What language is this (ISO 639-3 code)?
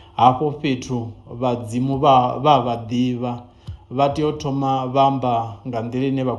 ven